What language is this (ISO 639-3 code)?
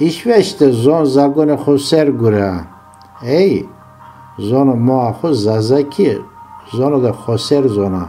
zza